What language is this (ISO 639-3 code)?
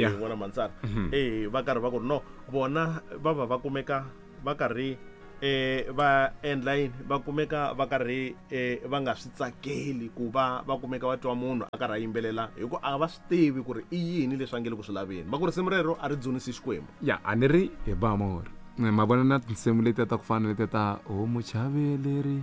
tso